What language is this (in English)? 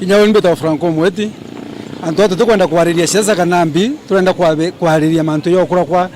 Meru